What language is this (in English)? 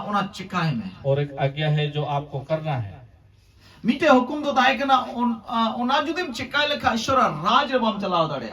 Santali